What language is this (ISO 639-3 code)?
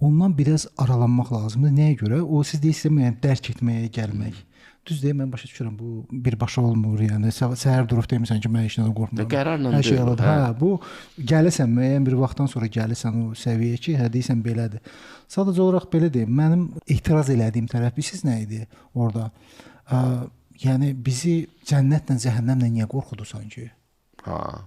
aze